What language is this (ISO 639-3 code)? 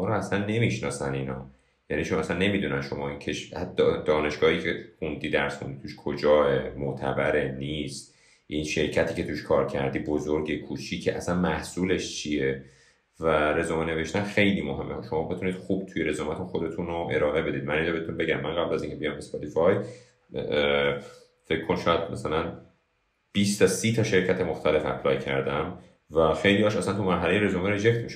fas